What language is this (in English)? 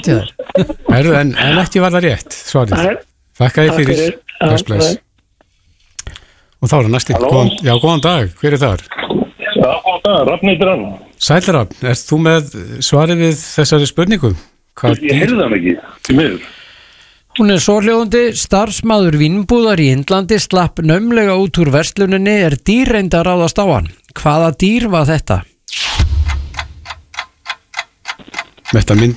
Icelandic